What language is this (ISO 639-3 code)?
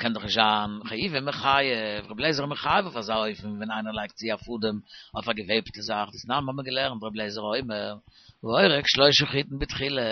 yid